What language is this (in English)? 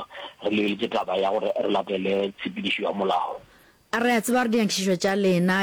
Northern Sotho